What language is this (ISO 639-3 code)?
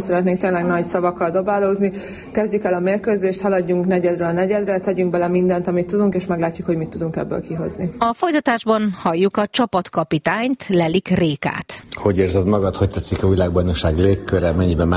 hun